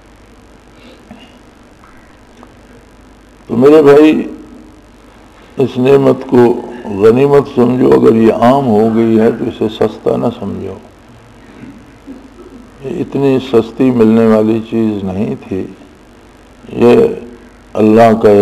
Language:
Urdu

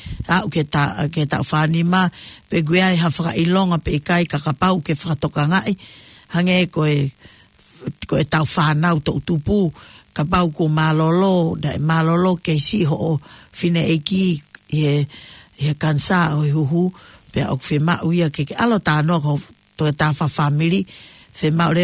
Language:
Tongan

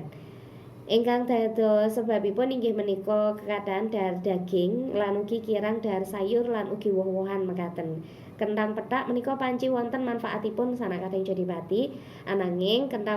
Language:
Javanese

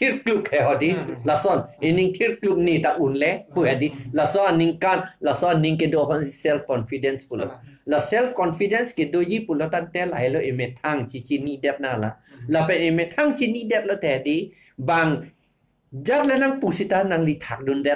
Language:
Karbi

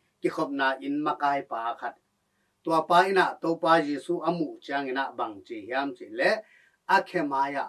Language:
Tedim Chin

